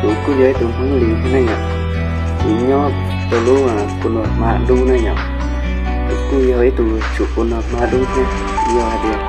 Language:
Hmong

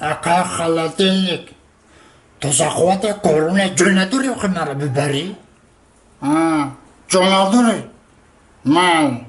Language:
Tajik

